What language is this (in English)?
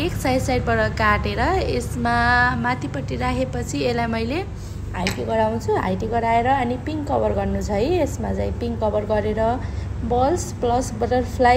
Nepali